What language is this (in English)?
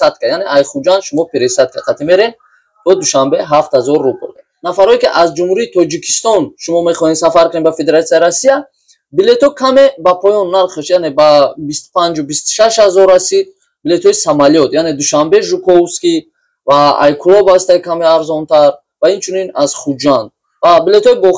Tajik